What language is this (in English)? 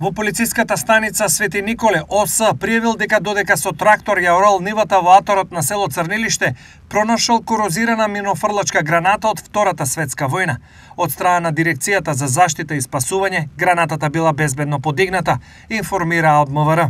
Macedonian